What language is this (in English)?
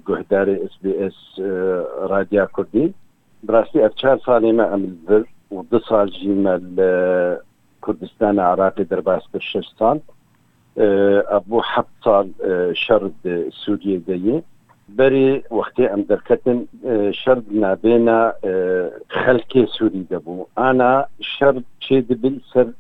Kurdish